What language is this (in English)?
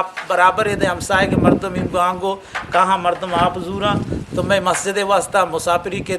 Eastern Balochi